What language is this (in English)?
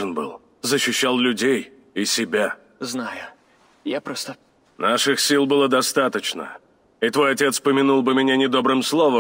Russian